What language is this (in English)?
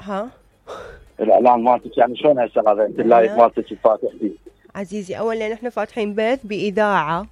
Mesopotamian Arabic